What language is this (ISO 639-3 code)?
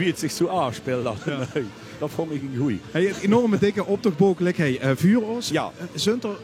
lim